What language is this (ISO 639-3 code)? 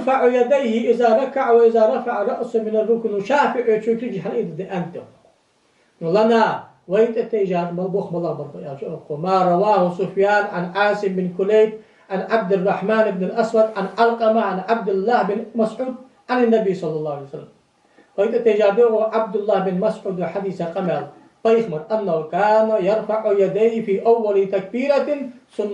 inh